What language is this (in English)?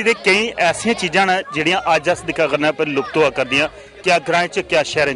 Dogri